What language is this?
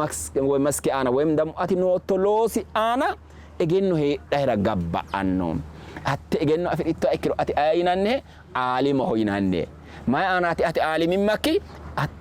Sidamo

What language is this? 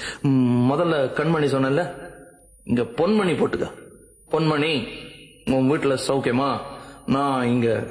Tamil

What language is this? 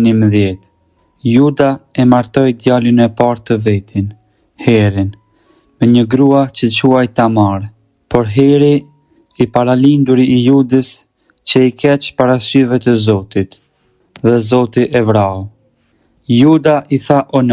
Albanian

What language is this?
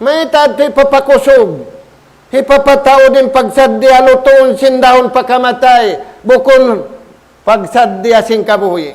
Tausug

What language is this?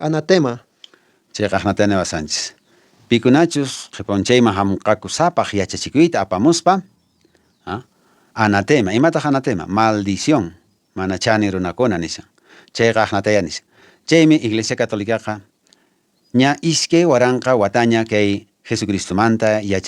Quechua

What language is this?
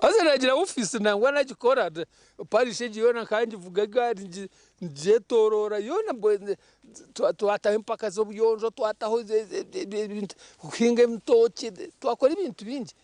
Nyankole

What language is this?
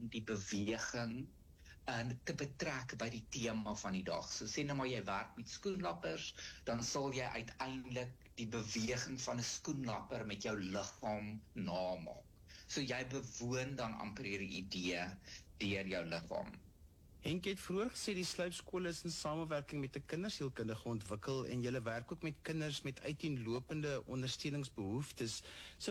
Afrikaans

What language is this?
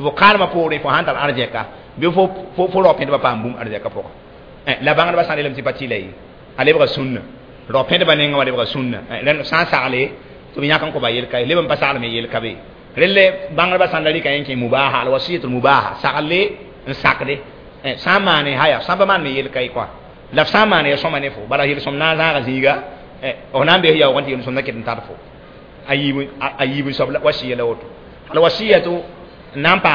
Mossi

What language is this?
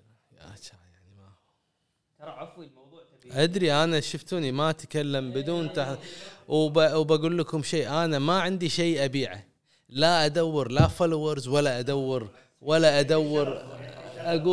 Gulf Arabic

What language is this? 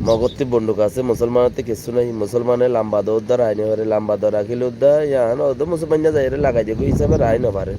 Rohingya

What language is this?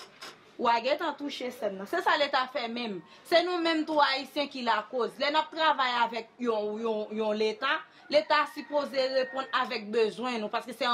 Haitian Creole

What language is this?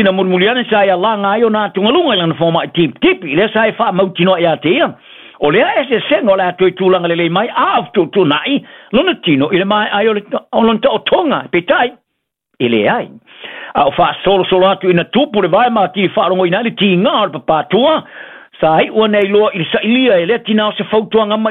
Samoan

